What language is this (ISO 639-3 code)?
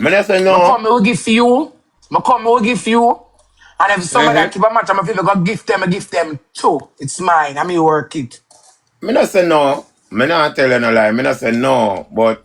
jam